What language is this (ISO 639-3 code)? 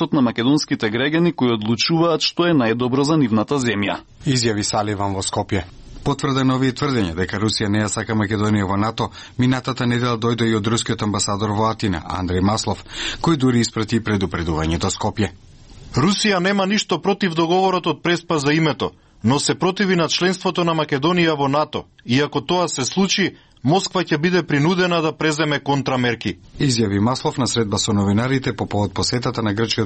mkd